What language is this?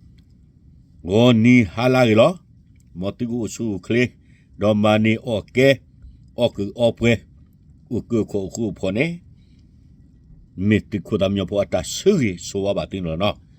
S'gaw Karen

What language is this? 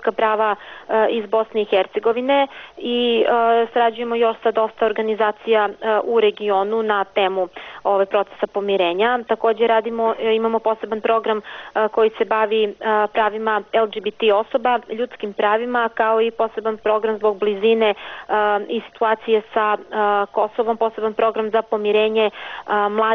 Bosnian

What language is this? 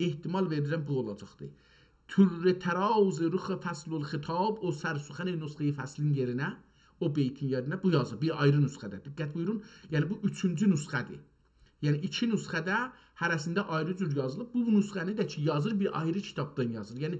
South Azerbaijani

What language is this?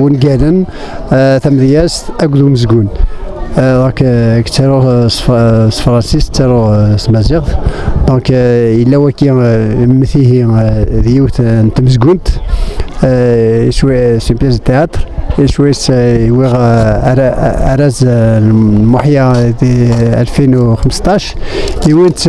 Kabyle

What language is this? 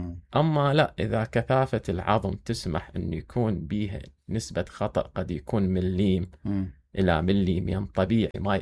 Mesopotamian Arabic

